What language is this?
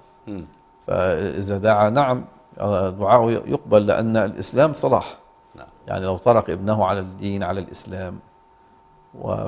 Arabic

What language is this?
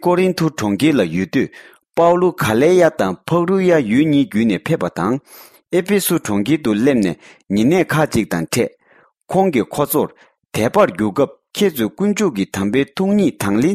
Tibetan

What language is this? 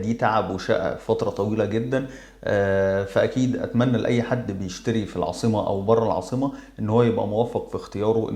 Egyptian Arabic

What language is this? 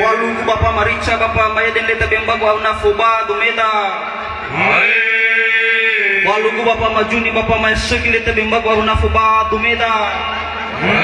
Nias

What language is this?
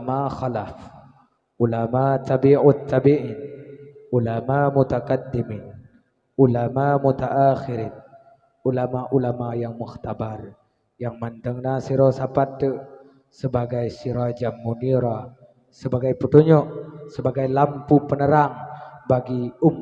Achinese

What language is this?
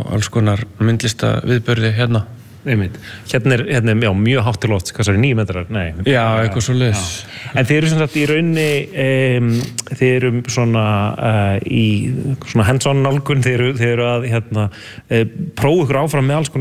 Icelandic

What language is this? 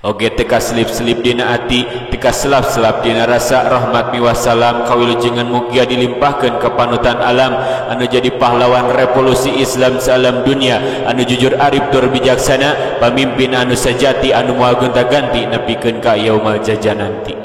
Sundanese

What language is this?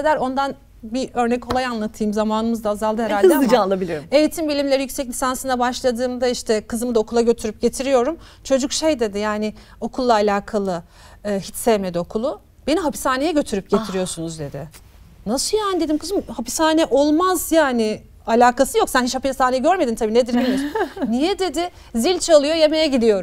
Turkish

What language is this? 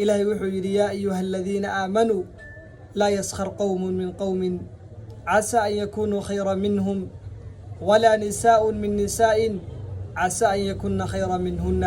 Somali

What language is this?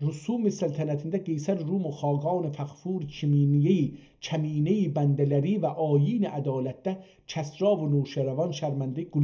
South Azerbaijani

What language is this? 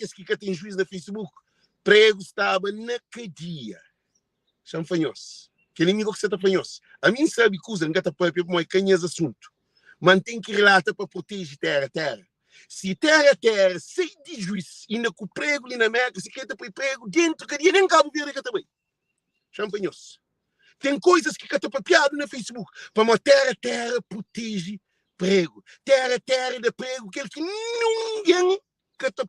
Kabuverdianu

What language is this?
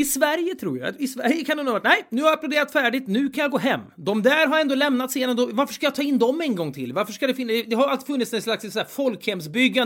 Swedish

